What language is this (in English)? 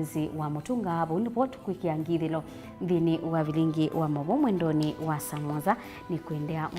Kamba